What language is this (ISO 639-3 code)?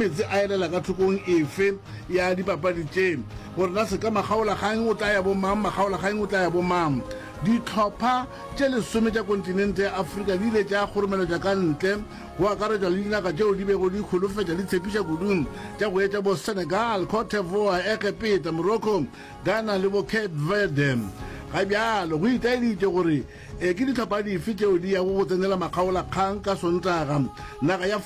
nso